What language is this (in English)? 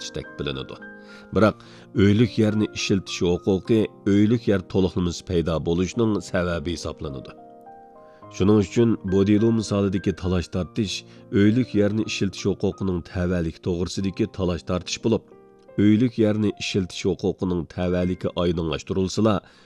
Uyghur